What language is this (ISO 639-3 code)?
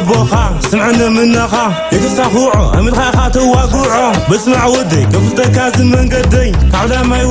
tir